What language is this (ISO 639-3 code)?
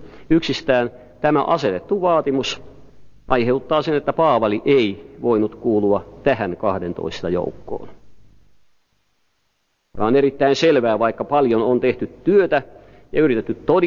fin